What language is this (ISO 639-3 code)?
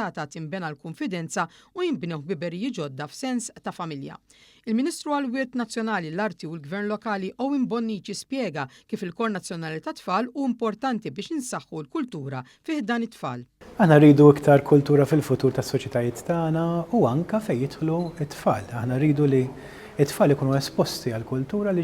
mlt